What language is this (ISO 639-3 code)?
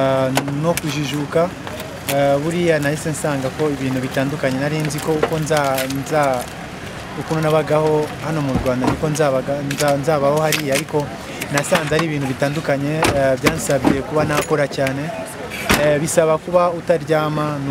kin